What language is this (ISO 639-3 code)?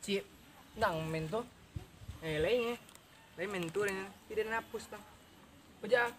min